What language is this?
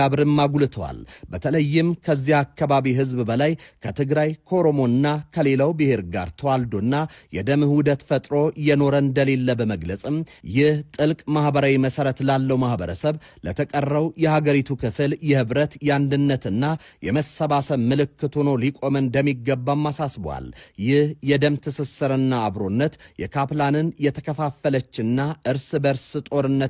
Amharic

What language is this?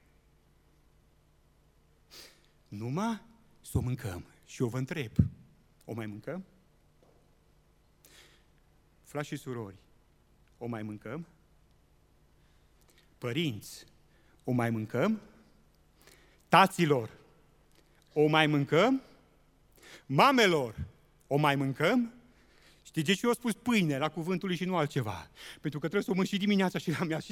Romanian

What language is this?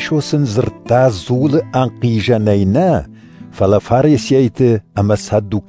Ossetic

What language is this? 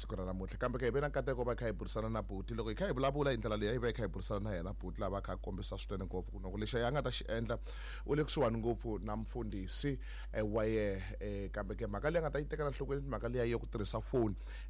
Tsonga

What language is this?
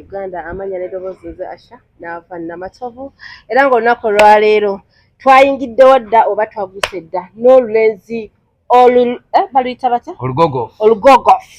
Ganda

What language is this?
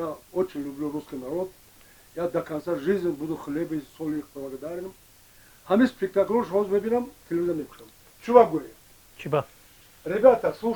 Tajik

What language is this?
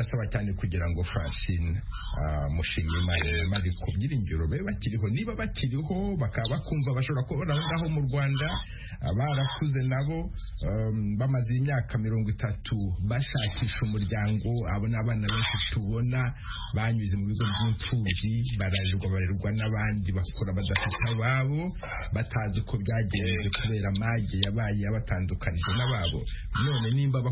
Kinyarwanda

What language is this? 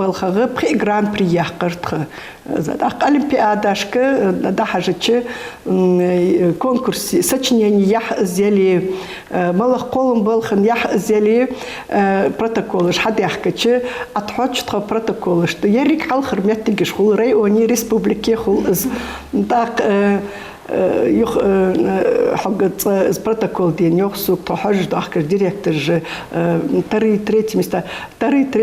Ingush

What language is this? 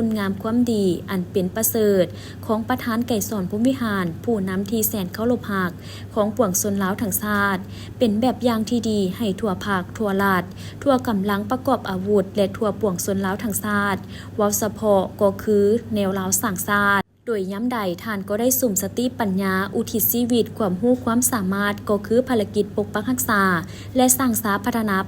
Lao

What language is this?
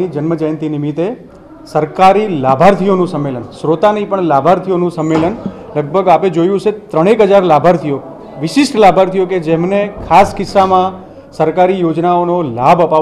Gujarati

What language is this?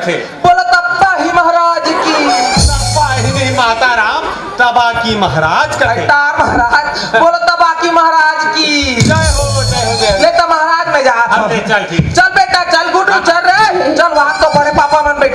Chhattisgarhi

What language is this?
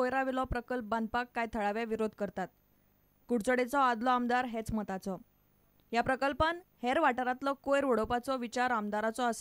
Konkani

